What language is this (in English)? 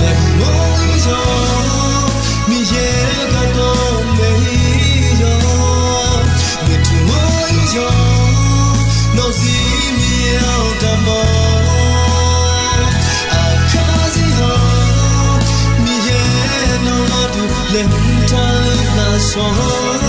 Akha